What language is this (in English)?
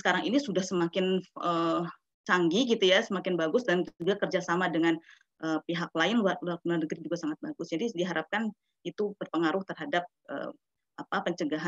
Indonesian